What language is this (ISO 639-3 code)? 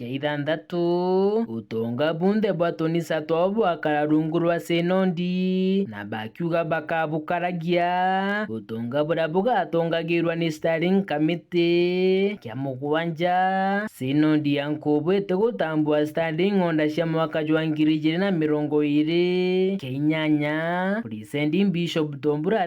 mer